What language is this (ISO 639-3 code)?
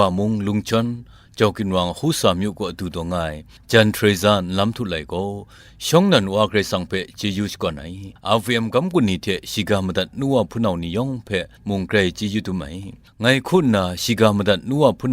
kac